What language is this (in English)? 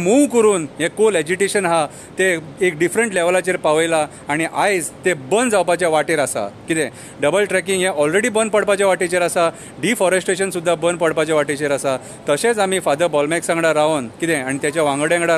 Konkani